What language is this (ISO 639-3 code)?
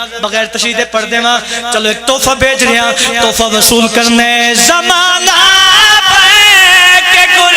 phr